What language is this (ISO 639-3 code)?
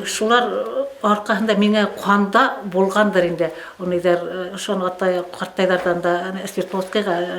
bak